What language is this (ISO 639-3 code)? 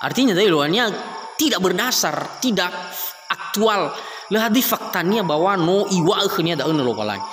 nia